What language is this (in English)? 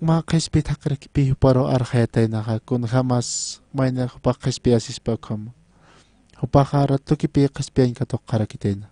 Aymara